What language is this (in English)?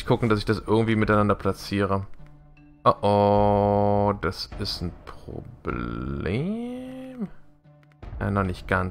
German